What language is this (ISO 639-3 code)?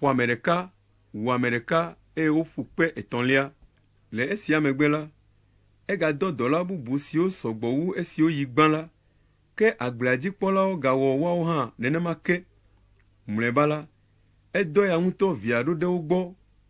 ewe